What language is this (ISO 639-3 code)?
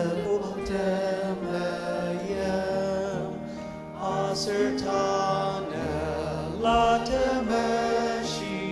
njo